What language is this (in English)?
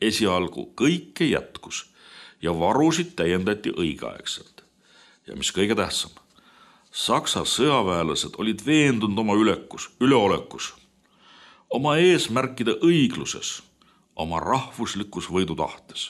Estonian